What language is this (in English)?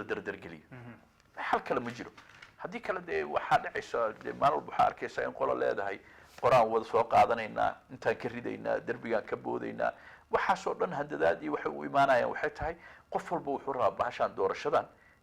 Somali